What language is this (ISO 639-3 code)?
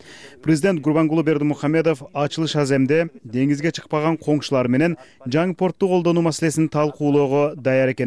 kir